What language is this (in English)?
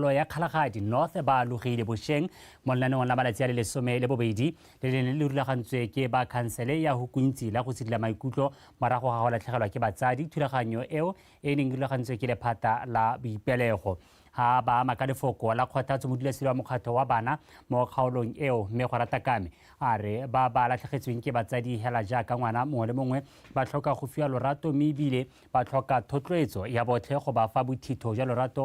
Tswana